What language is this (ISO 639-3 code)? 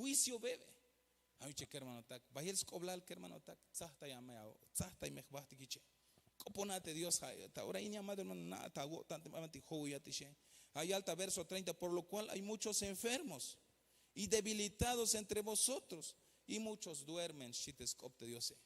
tzh